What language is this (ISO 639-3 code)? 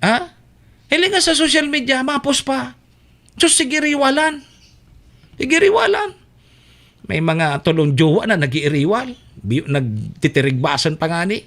bik